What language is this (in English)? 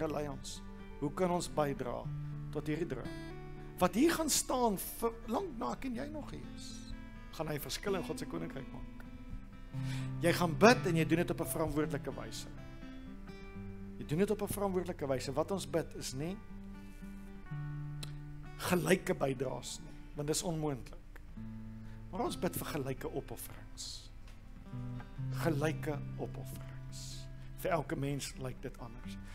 Afrikaans